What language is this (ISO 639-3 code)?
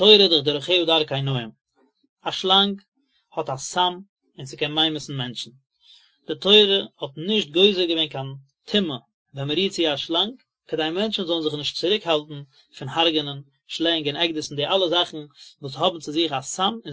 yid